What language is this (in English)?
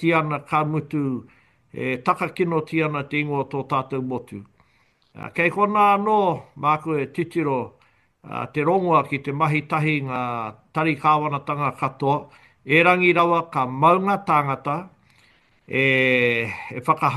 Māori